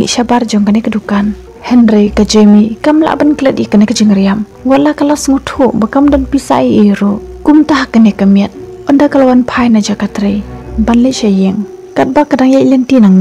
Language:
Khasi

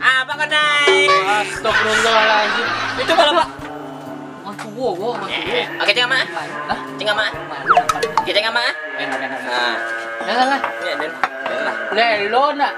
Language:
Minangkabau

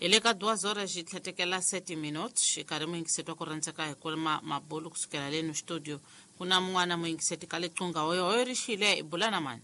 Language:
Tsonga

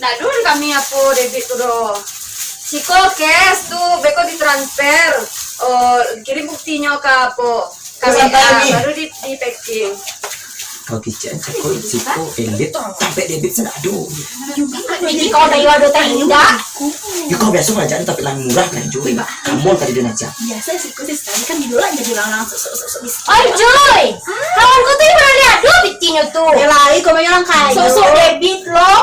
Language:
Minangkabau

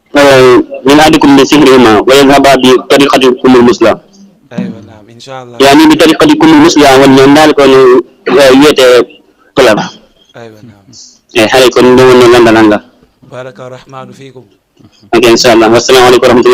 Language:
Fula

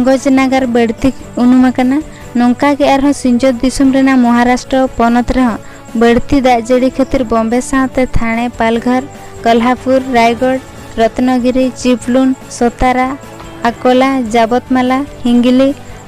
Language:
Santali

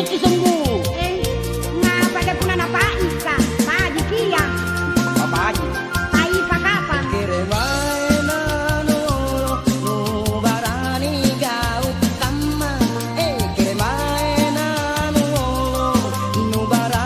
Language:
Makasar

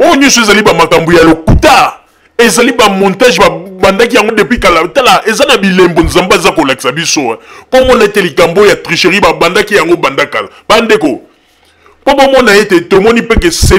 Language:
Lingala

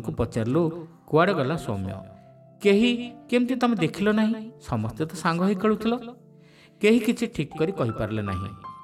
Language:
Odia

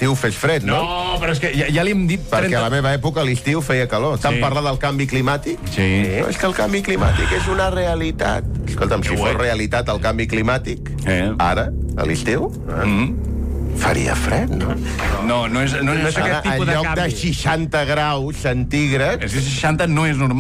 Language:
Catalan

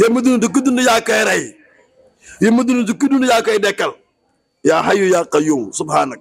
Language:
Wolof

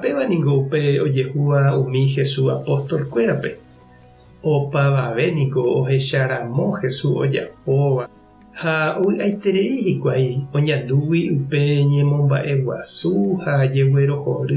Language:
Guarani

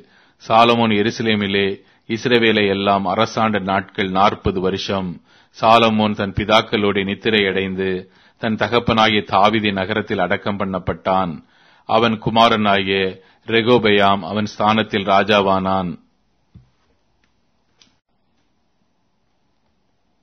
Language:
Tamil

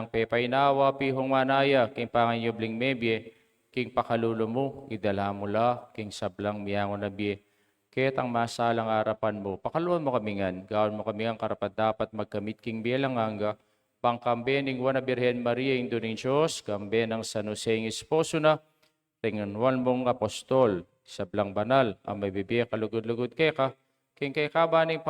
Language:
Pampanga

